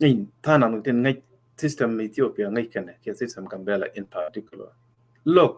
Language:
Nuer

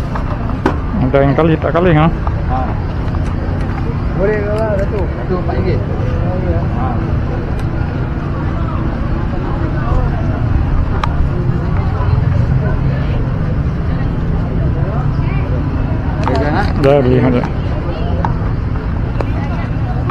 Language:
Malay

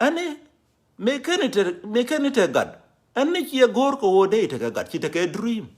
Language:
Nuer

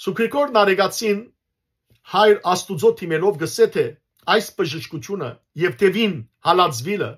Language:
Western Armenian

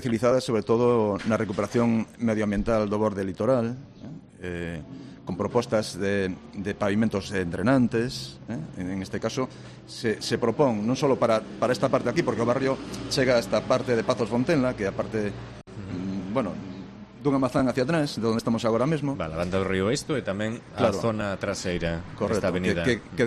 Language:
Galician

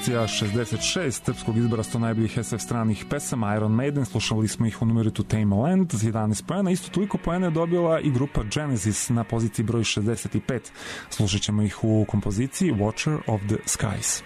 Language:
Serbian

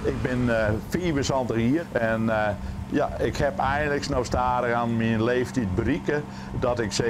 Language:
Western Frisian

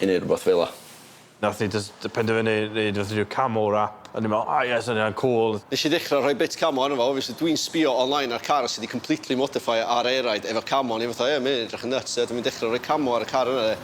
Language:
Welsh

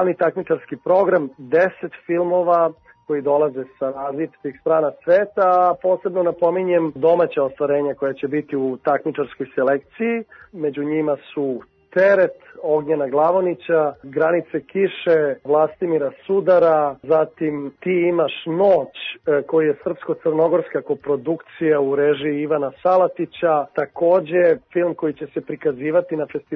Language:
Serbian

